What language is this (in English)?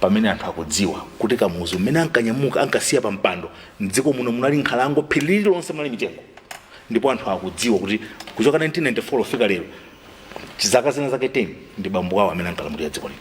Nyanja